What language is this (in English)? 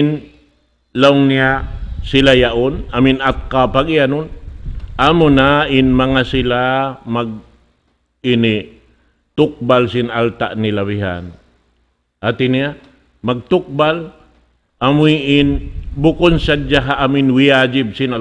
Tausug